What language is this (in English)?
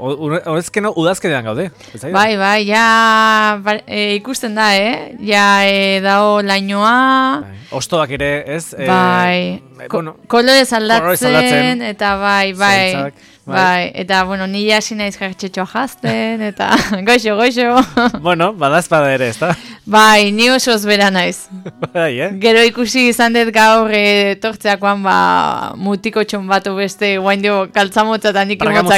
Basque